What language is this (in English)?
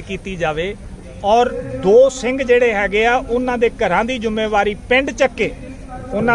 Punjabi